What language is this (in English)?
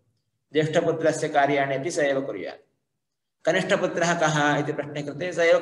Sanskrit